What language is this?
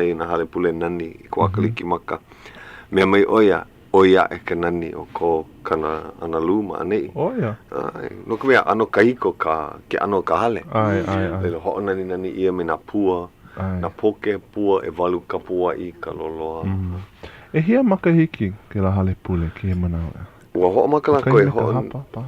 Hawaiian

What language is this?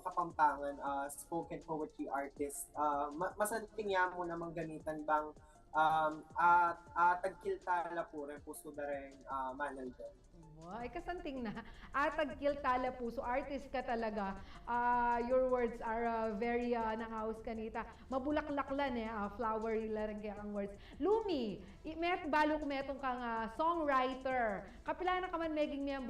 Pampanga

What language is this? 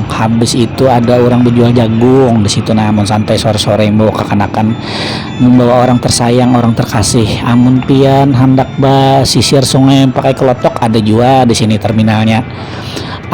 Banjar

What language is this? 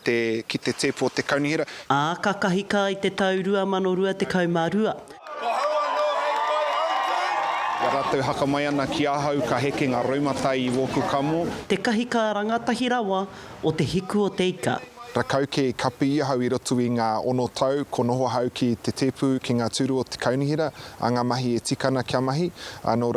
Māori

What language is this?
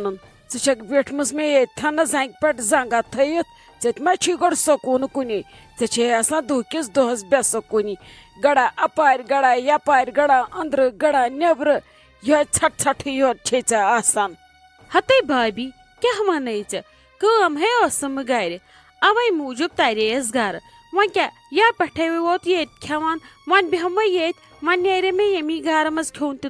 Kashmiri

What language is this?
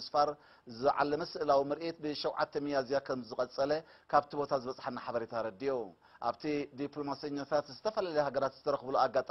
Tigrinya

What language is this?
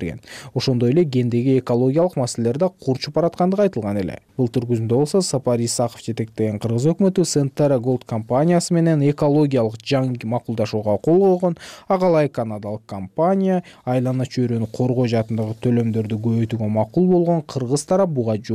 Kyrgyz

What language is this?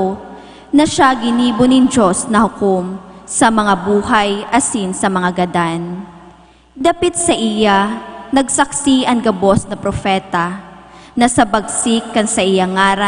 Bikol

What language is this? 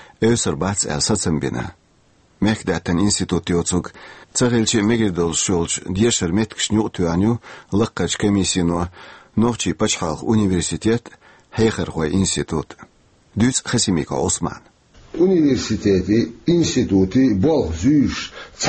Chechen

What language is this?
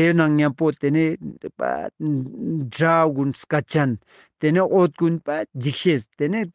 Ladakhi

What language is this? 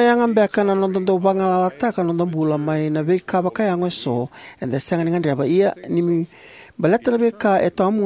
Fijian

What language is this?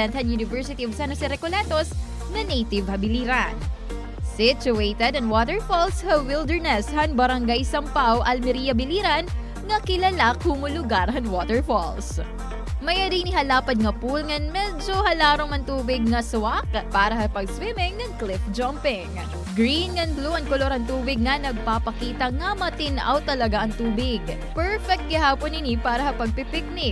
Waray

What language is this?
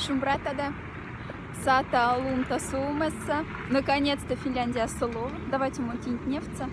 Moksha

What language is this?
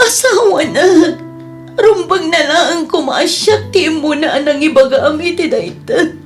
Iloko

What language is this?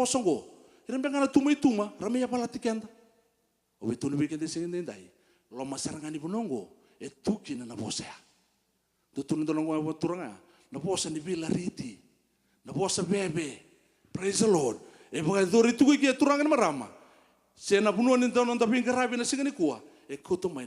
Fijian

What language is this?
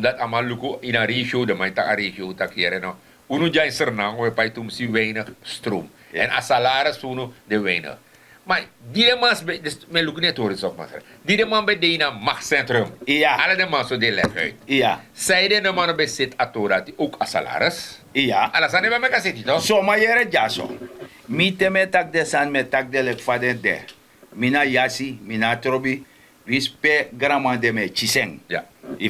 Sranan Tongo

